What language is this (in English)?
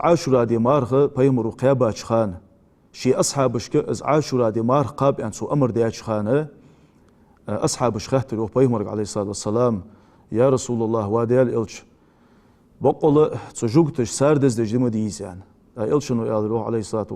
Ingush